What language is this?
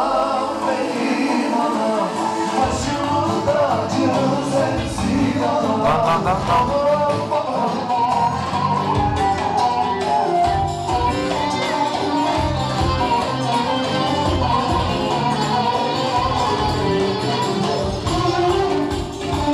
Turkish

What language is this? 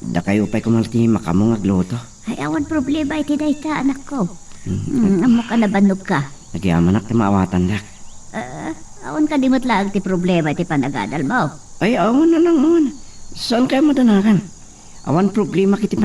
Iloko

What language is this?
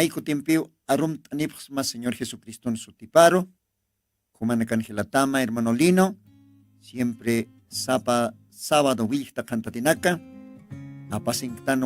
Aymara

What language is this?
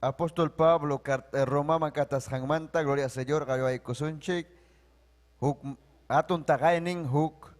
Ayacucho Quechua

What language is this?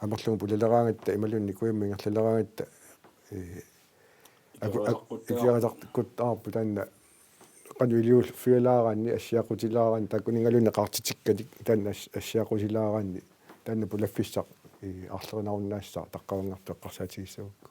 Kalaallisut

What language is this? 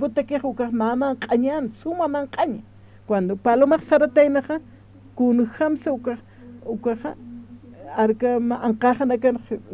Aymara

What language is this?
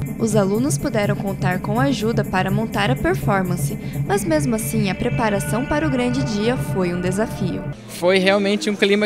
Portuguese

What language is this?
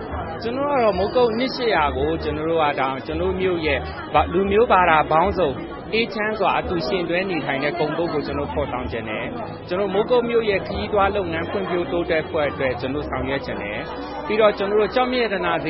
Burmese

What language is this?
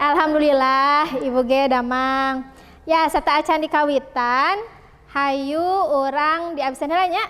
Sundanese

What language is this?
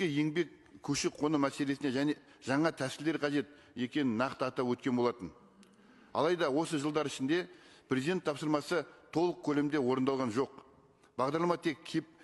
Kazakh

